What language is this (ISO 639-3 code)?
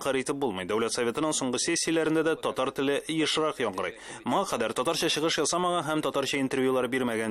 tat